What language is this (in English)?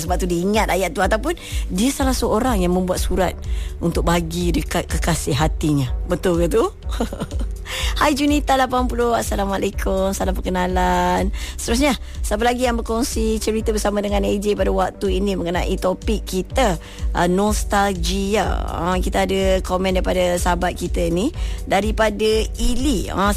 Malay